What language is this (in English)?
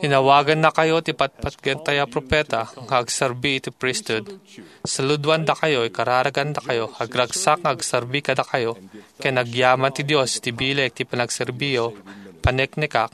Iloko